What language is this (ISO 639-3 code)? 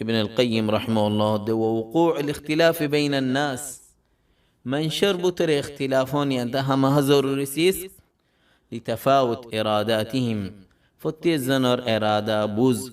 rhg